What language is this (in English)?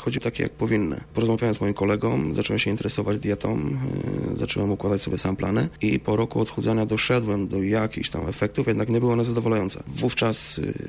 Polish